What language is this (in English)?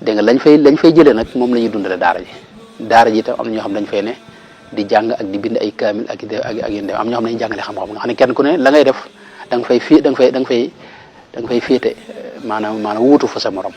Wolof